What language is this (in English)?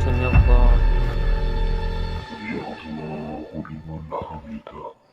Madurese